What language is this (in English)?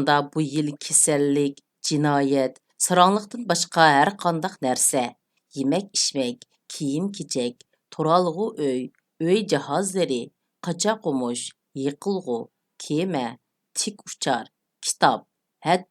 Uyghur